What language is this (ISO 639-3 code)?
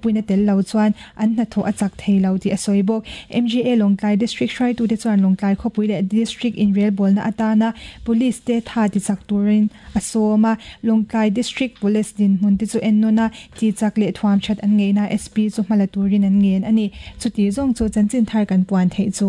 lus